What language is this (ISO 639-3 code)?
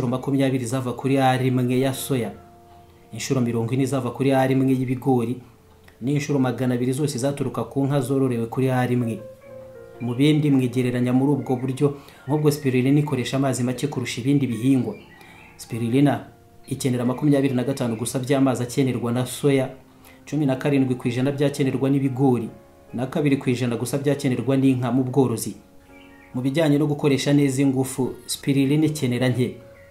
kin